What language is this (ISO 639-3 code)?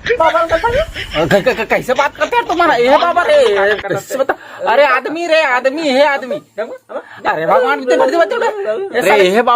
hne